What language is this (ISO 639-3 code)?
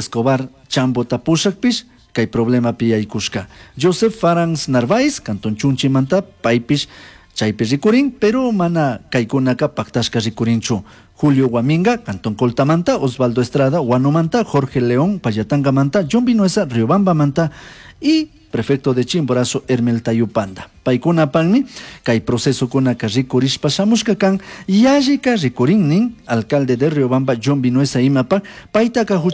qug